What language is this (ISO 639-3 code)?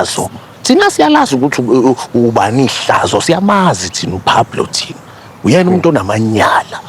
zul